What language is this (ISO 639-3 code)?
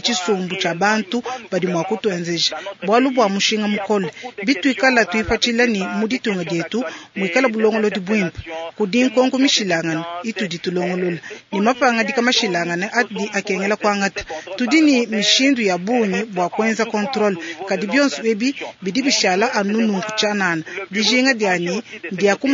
lua